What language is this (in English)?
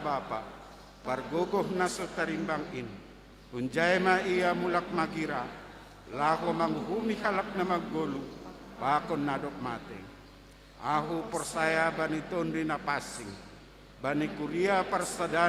Batak Simalungun